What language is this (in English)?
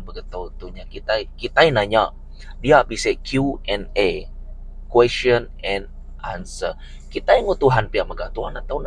Iban